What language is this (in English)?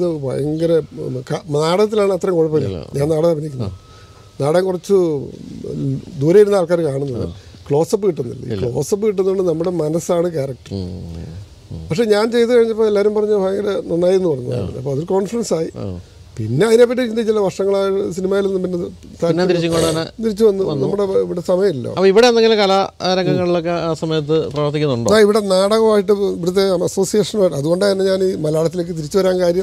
Malayalam